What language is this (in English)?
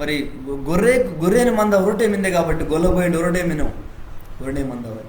Koya